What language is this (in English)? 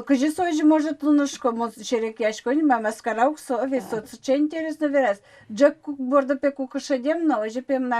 Udmurt